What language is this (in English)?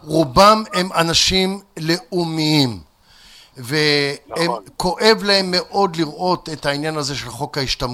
Hebrew